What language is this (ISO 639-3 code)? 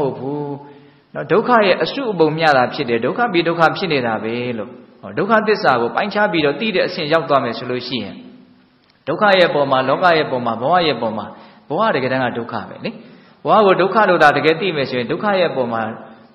mya